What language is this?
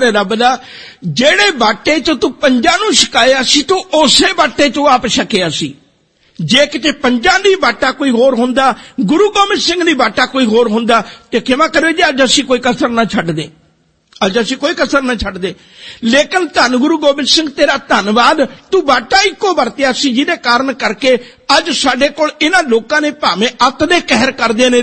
Punjabi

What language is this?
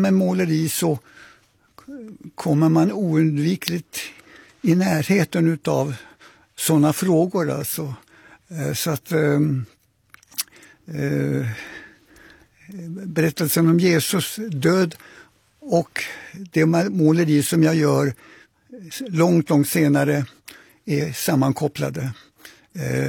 Swedish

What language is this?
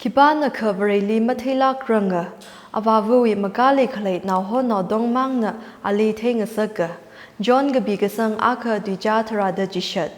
Tangkhul Naga (India)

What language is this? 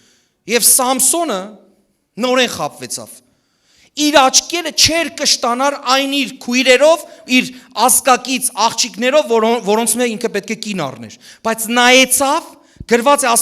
Western Armenian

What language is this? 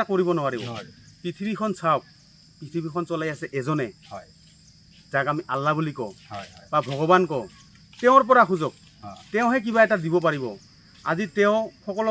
Assamese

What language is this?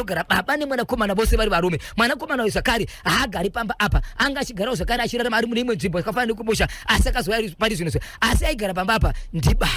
Shona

